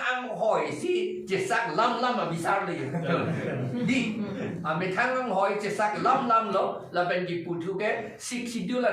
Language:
Karbi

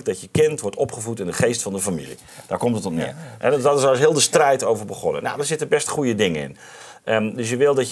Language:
Dutch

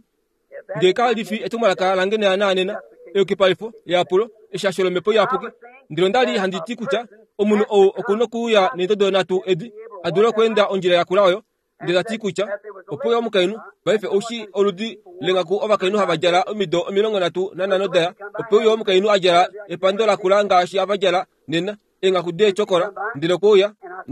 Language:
Kuanyama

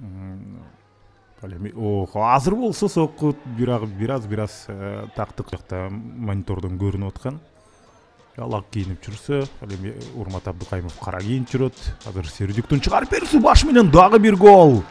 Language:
Kyrgyz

